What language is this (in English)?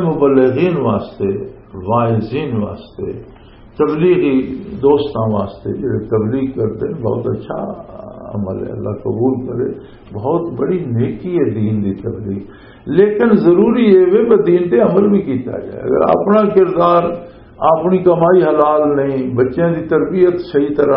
Western Panjabi